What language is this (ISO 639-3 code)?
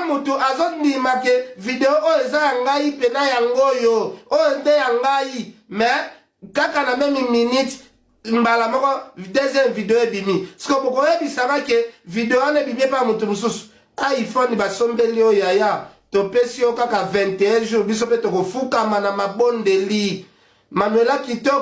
lin